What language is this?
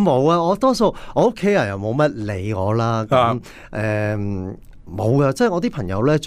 Cantonese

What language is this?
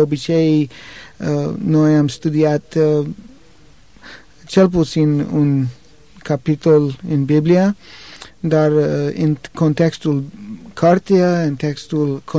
Romanian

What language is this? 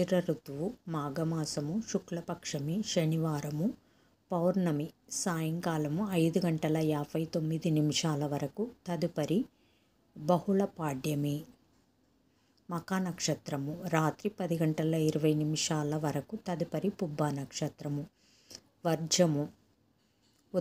Telugu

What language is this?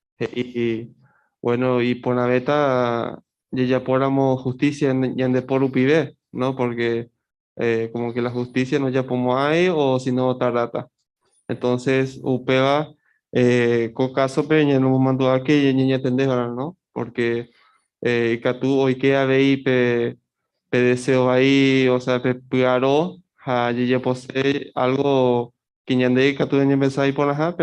Guarani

